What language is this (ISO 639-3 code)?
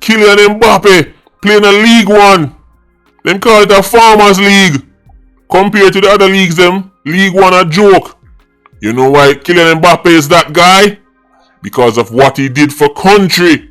jam